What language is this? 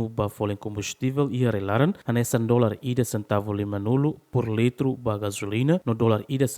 Tetum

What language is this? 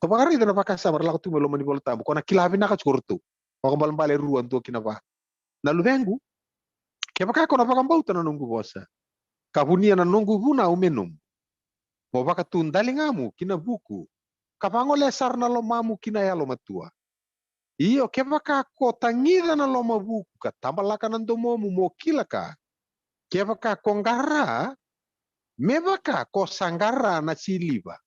Fijian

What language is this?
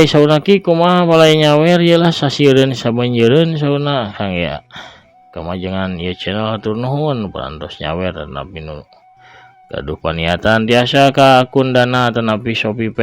Sundanese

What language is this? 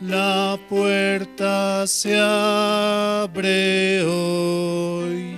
South Bolivian Quechua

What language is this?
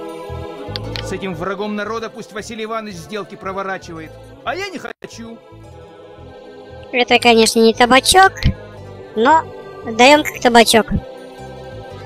Russian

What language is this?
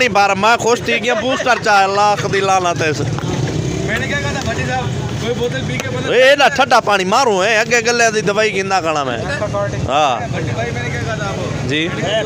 Saraiki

